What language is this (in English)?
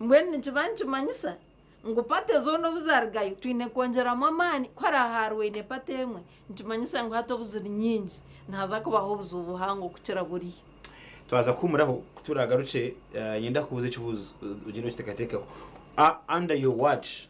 Nyankole